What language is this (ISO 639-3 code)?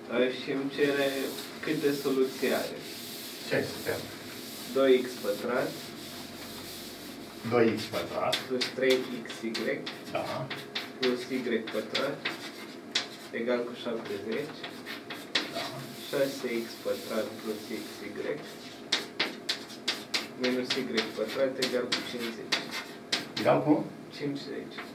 ron